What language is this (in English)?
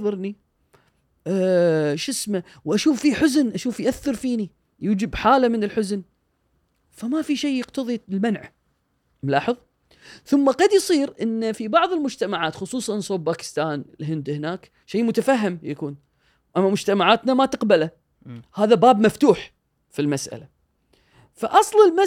Gulf Arabic